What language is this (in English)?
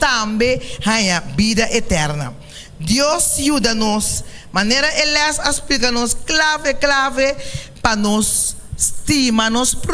Papiamento